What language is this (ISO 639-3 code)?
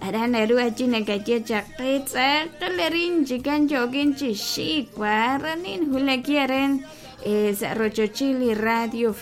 kek